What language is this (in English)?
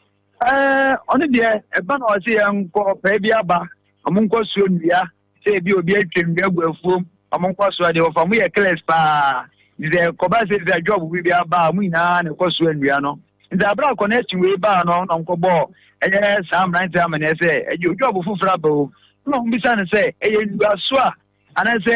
Akan